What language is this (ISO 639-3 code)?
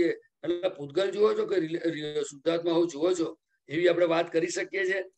guj